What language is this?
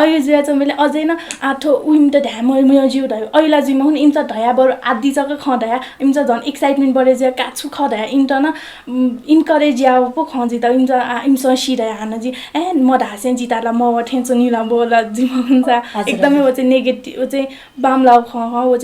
Newari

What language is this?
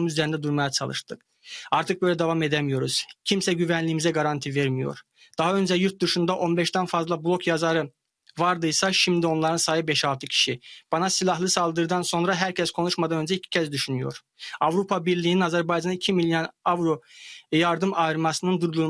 Turkish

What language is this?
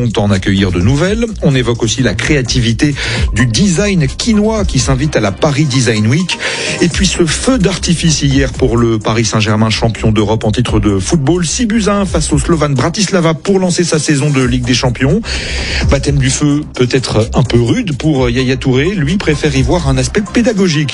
French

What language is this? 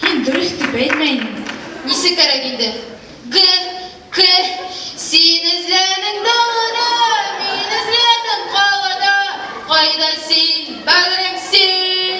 Bashkir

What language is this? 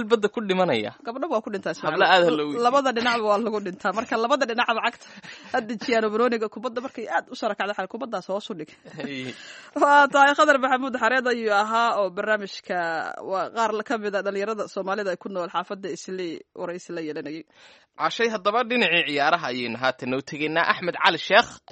Somali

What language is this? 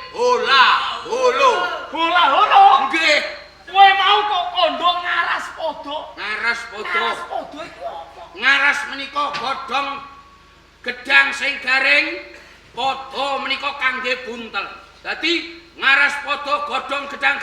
Javanese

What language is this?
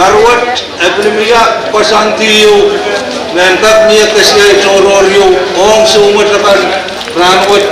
Pohnpeian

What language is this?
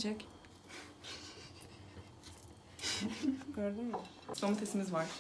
Turkish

